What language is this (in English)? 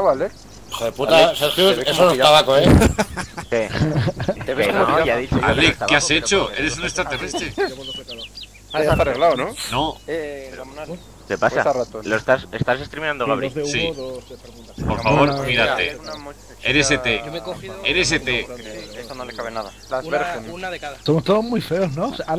Spanish